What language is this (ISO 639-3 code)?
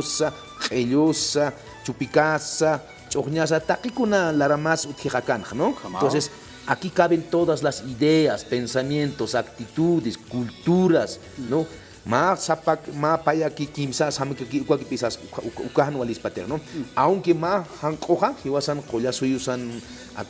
aym